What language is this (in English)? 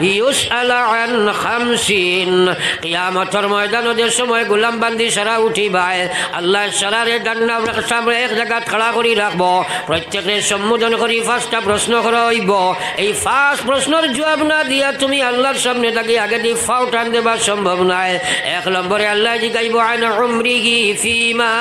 Sylheti